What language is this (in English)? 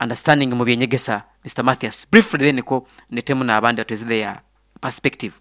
Nyankole